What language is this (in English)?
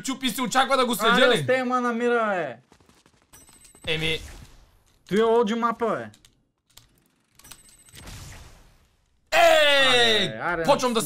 Bulgarian